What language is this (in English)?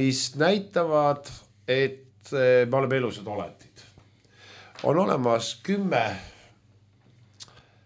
Estonian